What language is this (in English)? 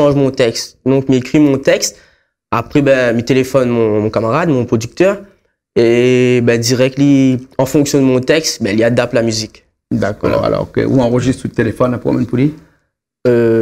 Réunion Creole French